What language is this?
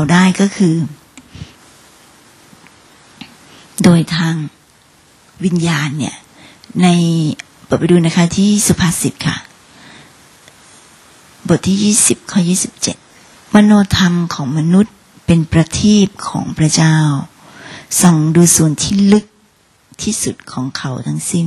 Thai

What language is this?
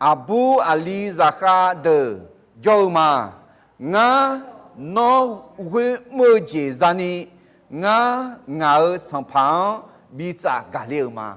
Akha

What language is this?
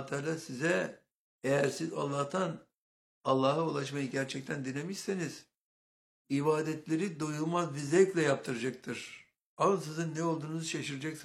Turkish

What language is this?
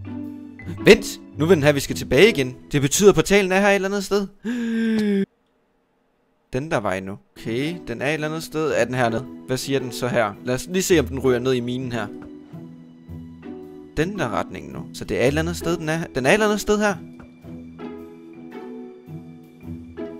Danish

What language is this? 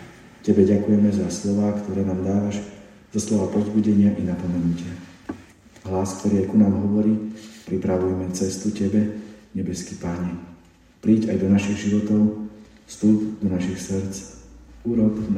Slovak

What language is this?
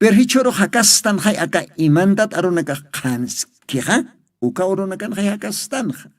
Aymara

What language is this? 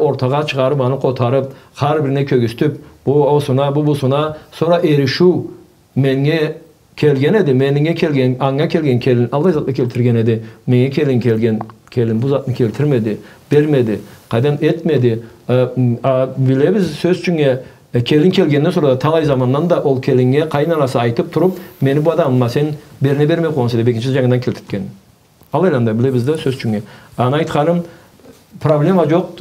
Karachay-Balkar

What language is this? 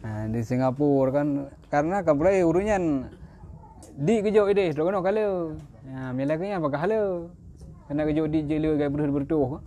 Achinese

